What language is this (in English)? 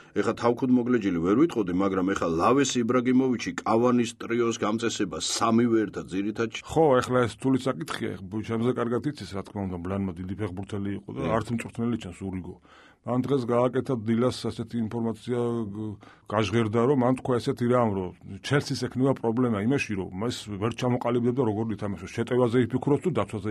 Georgian